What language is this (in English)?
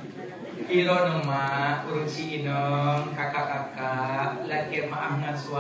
Achinese